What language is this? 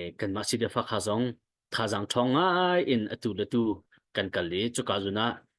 Hakha Chin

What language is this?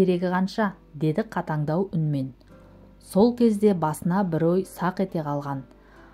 Kazakh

